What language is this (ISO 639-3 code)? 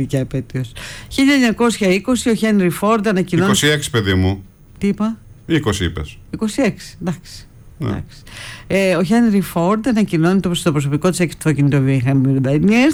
ell